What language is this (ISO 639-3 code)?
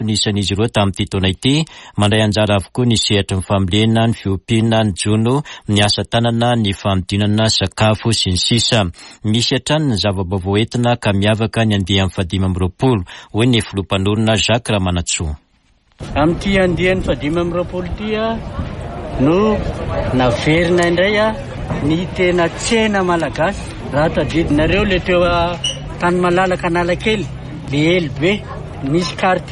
mlg